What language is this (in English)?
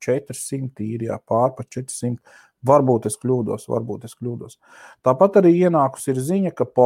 Latvian